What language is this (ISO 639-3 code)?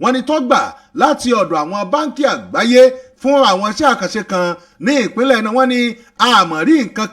yor